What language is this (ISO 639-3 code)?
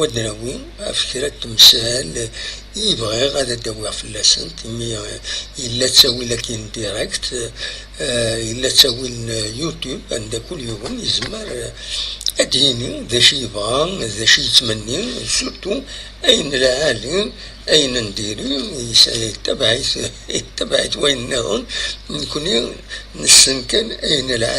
kab